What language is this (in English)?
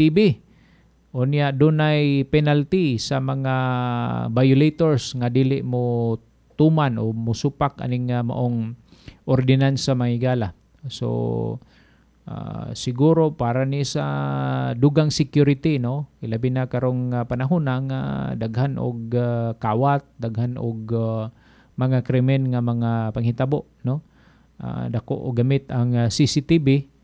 Cebuano